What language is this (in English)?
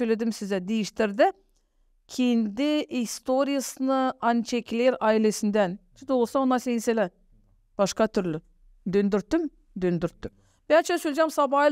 Gagauz